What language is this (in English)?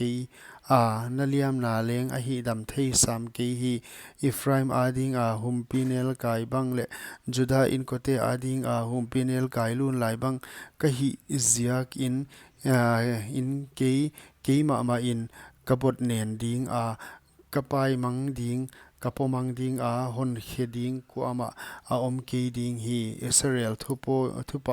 Paite Chin